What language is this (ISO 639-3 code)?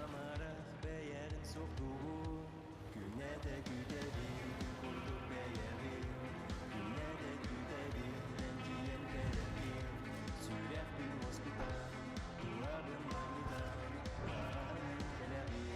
sah